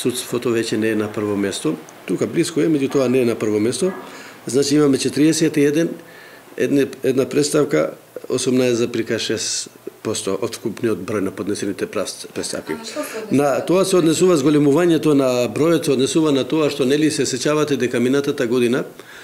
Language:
Macedonian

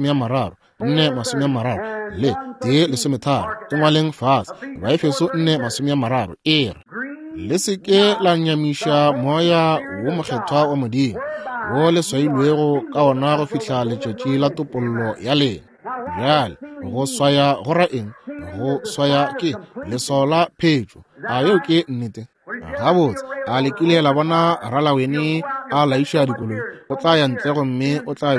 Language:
Northern Sotho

